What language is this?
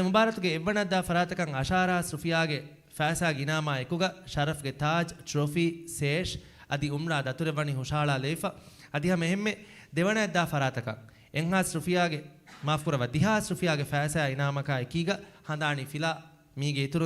Divehi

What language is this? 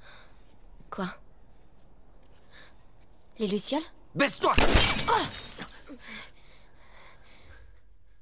French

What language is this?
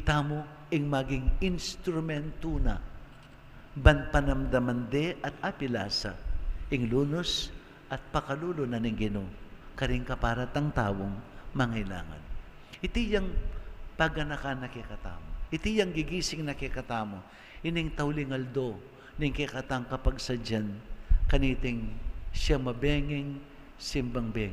Pampanga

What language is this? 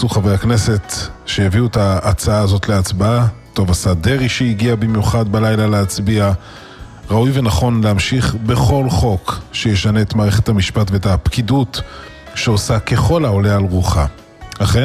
Hebrew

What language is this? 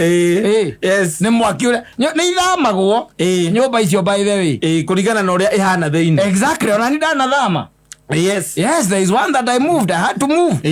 Kikuyu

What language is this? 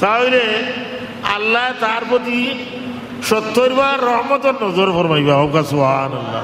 Sylheti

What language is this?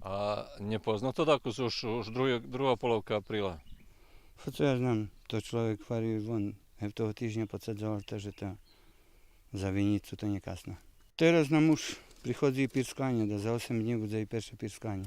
Rusyn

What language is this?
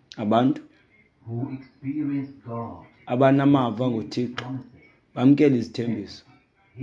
Xhosa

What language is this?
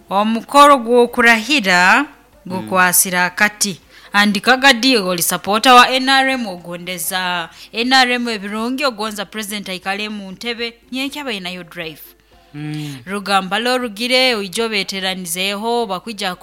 Nyoro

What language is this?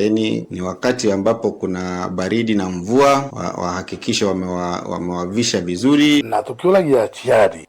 Meru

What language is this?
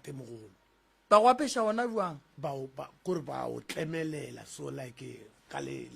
Northern Sotho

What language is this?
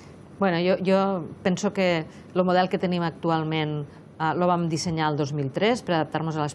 Catalan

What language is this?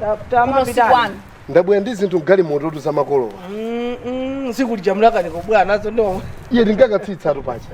Nyanja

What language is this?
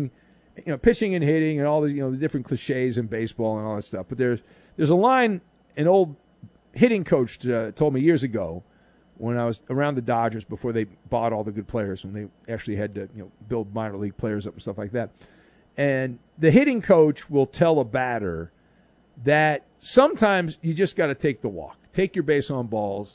English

